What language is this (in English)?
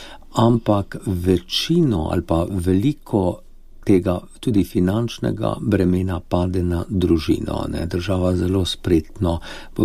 Slovenian